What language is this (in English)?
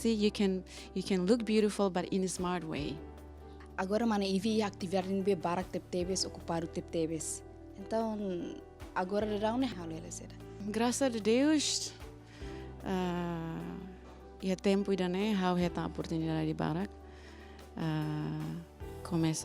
Tetum